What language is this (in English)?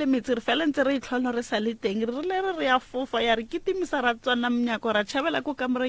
Northern Sotho